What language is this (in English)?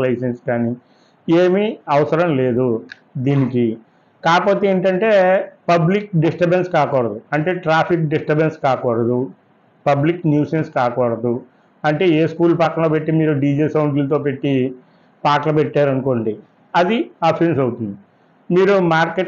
Telugu